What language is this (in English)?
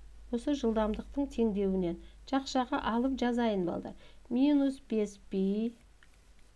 Kazakh